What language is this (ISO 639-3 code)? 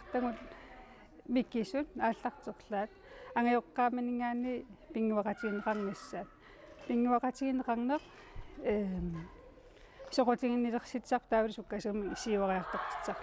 kal